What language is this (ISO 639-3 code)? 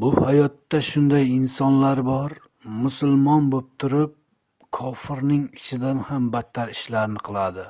uzb